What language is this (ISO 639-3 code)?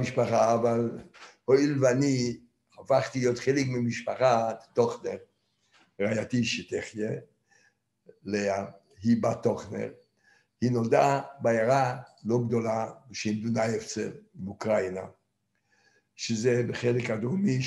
heb